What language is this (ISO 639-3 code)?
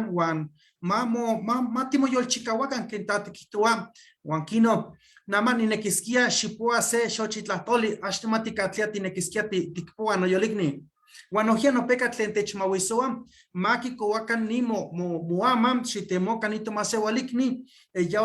nhe